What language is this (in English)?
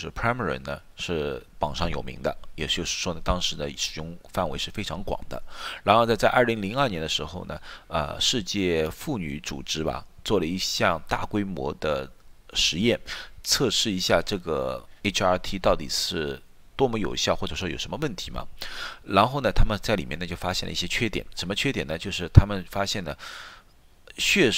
Chinese